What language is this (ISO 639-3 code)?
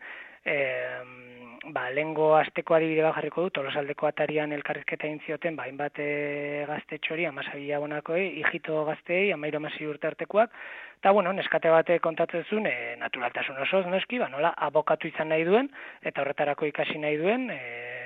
eus